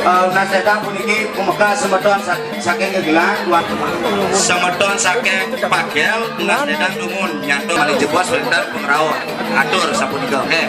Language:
Balinese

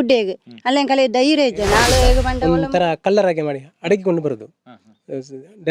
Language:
Tulu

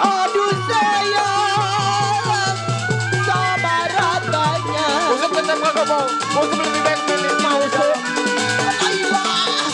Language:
Betawi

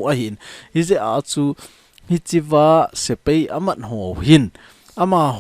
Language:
Thado Chin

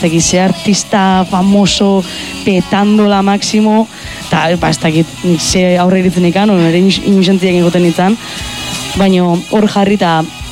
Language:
Basque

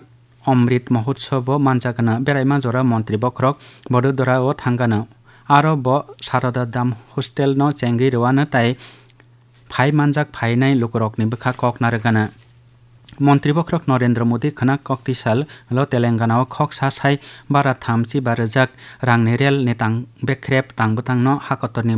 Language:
Kok Borok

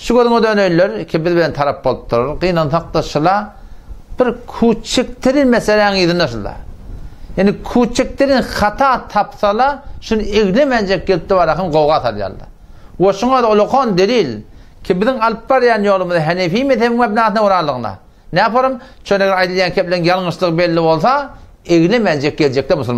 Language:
Turkmen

